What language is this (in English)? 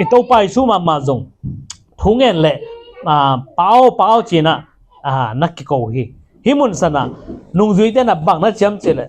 Tedim Chin